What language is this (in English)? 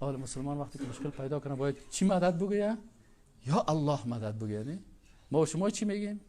Persian